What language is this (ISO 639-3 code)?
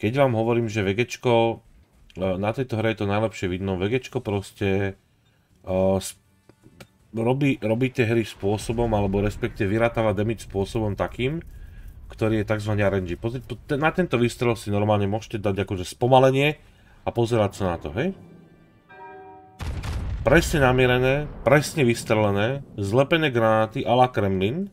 slk